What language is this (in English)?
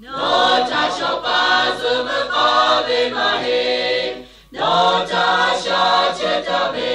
Lahu